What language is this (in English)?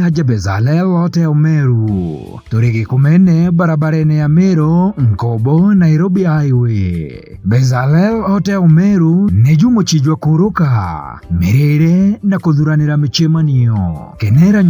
Meru